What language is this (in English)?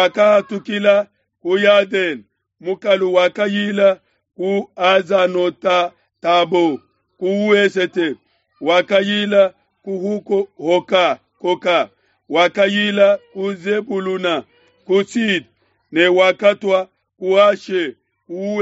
Luba-Lulua